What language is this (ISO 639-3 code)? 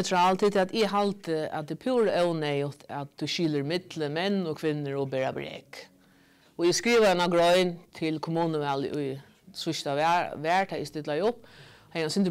fao